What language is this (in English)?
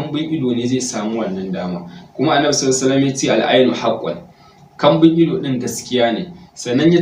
Hausa